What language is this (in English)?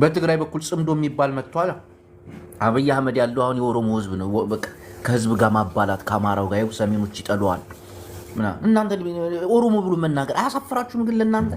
Amharic